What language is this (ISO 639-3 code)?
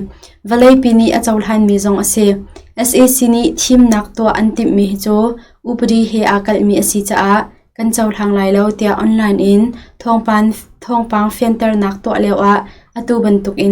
cnh